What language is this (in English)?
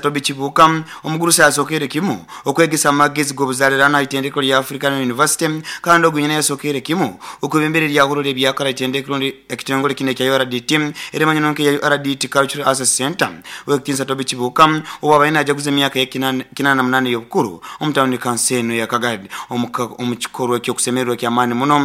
Nyoro